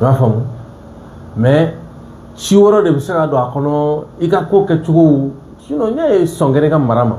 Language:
Bambara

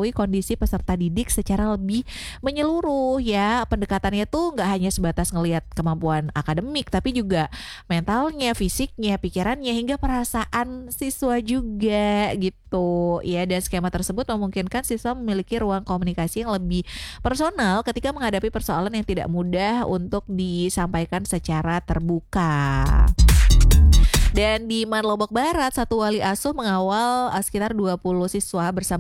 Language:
Indonesian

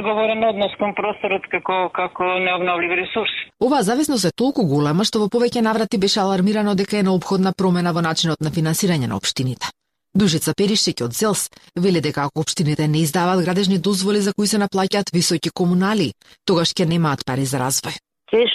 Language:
Macedonian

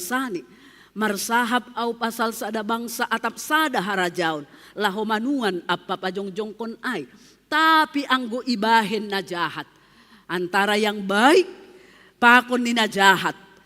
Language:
Batak Simalungun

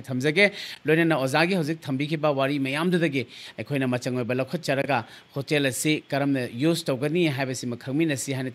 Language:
Manipuri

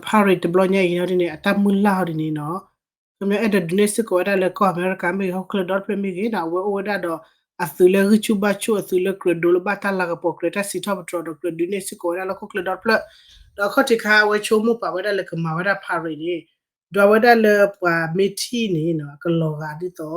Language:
S'gaw Karen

